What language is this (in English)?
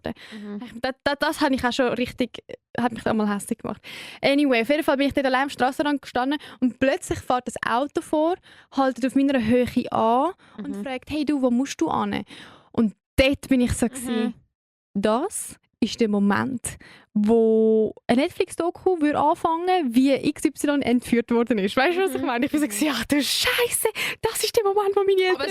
Swiss German